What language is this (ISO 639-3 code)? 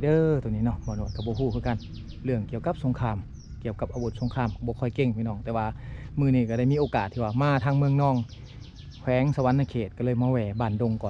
lao